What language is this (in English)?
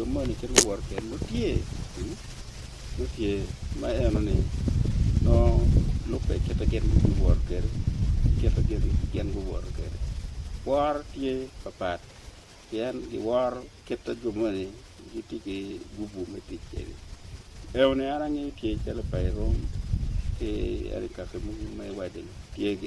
Acoli